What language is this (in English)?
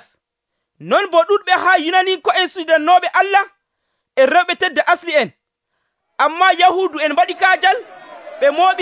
Nigerian Fulfulde